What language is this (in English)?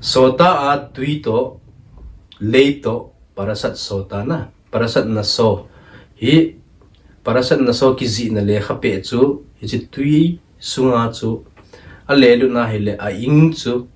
Thado Chin